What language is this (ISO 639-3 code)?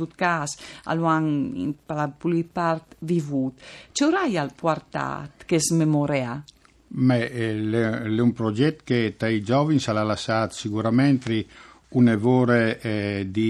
fur